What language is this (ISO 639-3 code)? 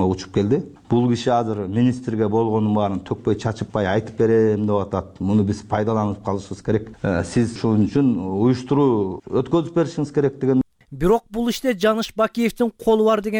kir